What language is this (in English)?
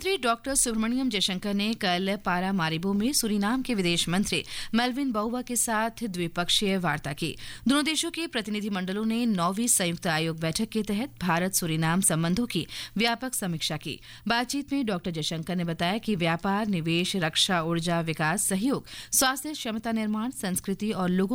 Hindi